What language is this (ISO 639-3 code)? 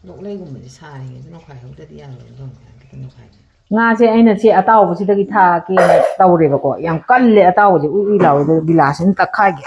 mni